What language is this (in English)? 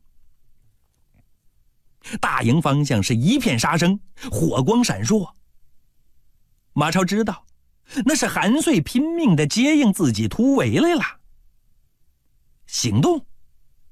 Chinese